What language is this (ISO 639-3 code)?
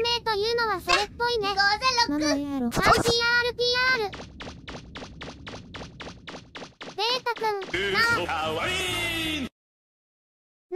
jpn